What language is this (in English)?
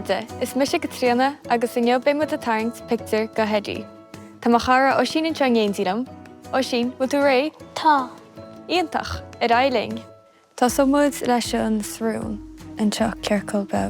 Irish